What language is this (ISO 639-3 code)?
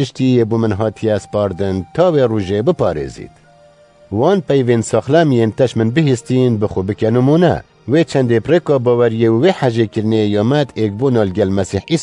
kur